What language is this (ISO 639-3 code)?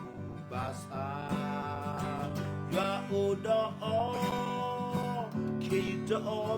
ksw